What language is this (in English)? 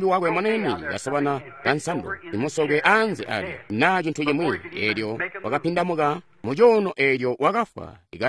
Tonga (Zambia)